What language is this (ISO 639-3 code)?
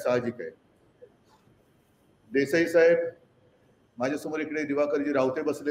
mar